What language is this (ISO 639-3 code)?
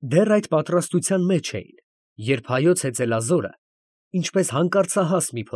hye